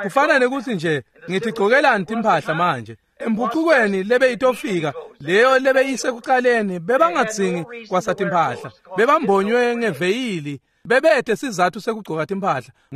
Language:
Swati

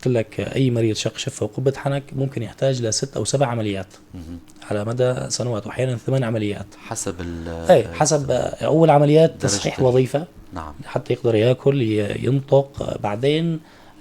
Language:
North Levantine Arabic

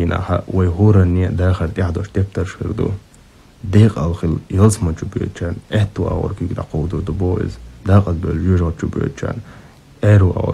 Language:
Chechen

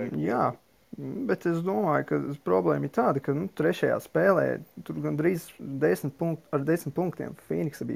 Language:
Latvian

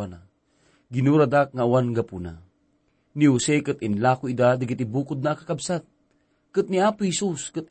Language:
Iloko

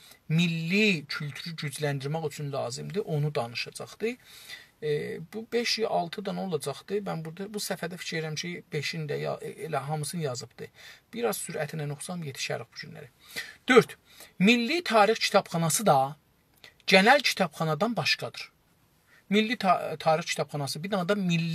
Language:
South Azerbaijani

